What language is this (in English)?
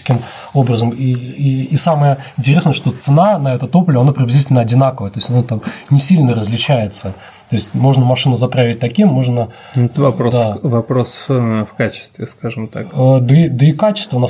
Russian